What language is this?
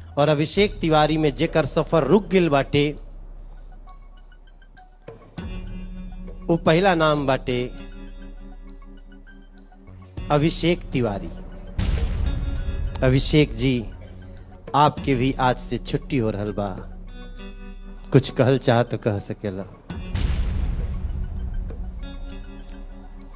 Bhojpuri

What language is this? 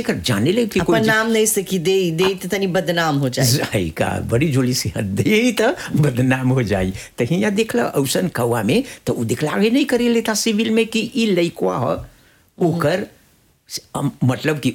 Bhojpuri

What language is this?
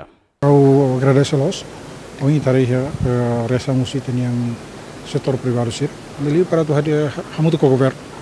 Tetum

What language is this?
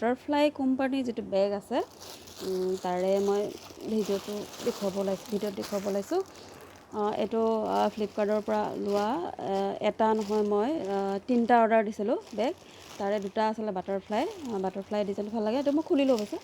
Assamese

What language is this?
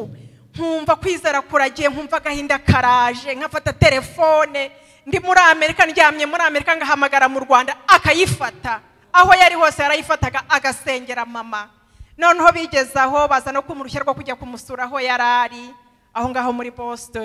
Kinyarwanda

